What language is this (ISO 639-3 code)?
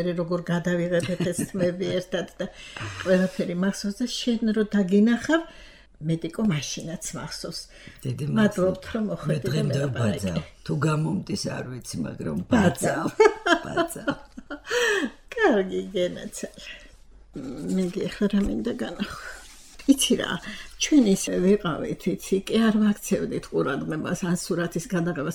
kat